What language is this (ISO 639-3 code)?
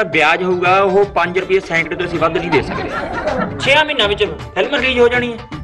pan